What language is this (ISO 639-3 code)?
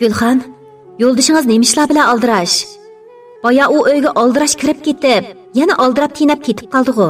uig